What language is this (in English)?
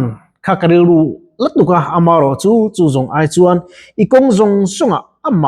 Mizo